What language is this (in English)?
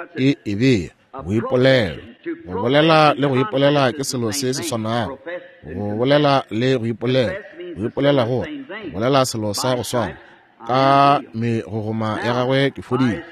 Northern Sotho